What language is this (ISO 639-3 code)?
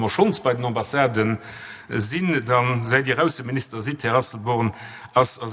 ltz